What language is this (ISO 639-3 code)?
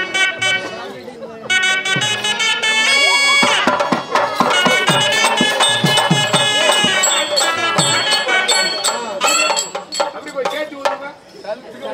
tam